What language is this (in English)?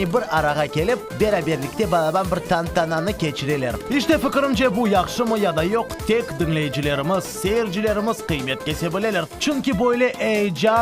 Crimean Tatar